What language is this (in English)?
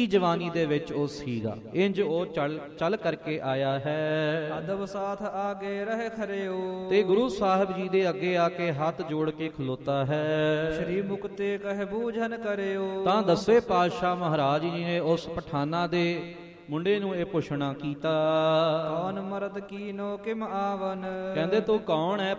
Punjabi